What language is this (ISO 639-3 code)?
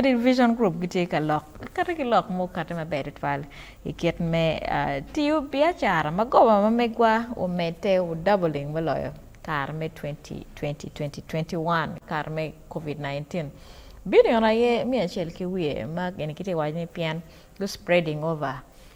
ach